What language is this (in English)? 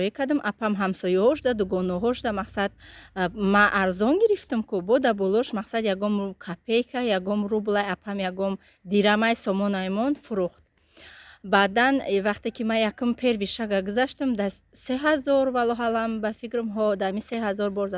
Tajik